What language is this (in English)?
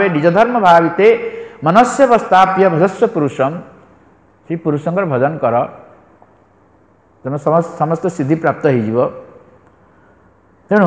Odia